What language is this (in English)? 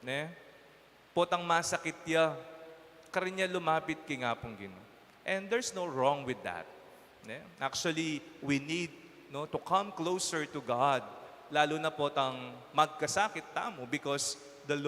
Pampanga